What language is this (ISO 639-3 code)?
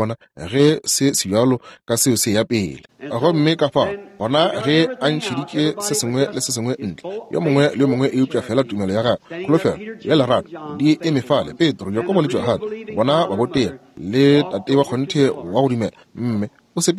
nso